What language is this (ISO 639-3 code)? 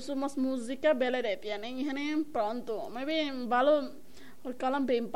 tet